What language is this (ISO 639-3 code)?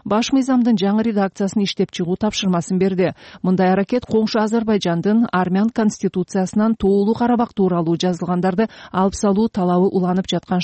kir